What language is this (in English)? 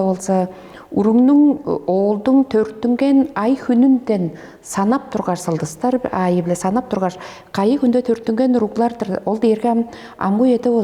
Tuvinian